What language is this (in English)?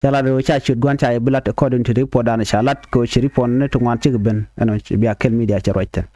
Nuer